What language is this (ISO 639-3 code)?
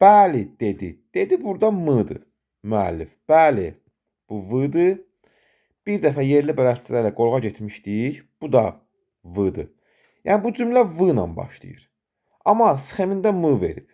aze